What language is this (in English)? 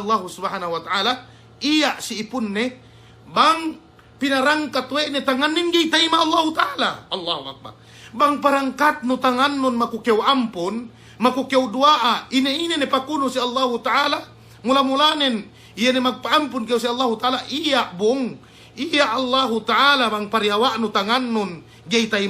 Yakan